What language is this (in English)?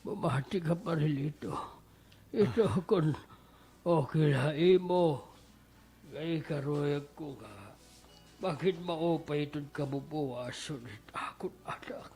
Waray